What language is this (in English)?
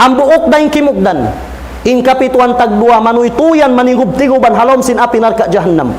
Tausug